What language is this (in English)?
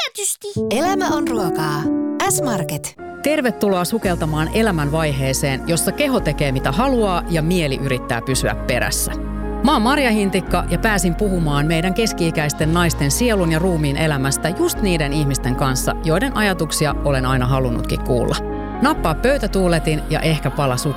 Finnish